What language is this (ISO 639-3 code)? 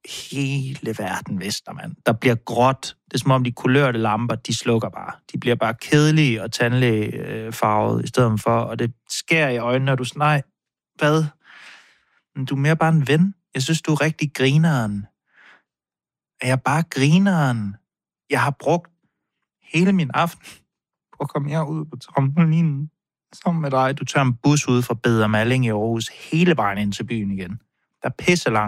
dan